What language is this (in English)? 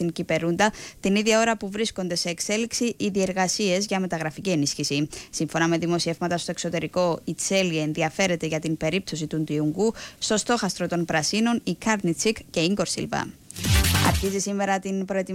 Greek